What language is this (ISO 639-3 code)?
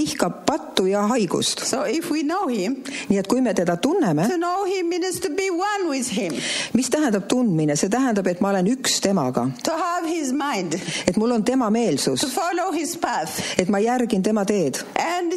est